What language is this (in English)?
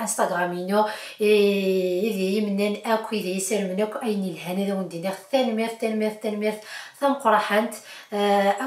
Kabyle